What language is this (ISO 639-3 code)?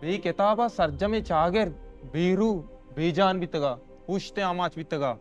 bal